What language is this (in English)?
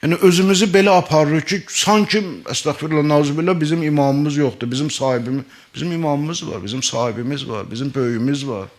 Azerbaijani